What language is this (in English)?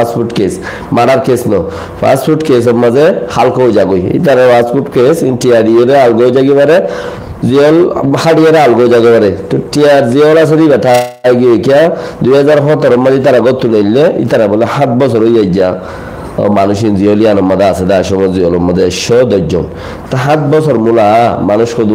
Rohingya